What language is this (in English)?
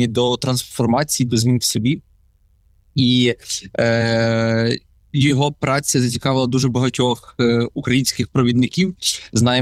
Ukrainian